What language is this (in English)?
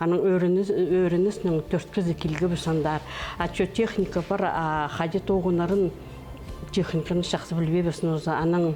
Khakas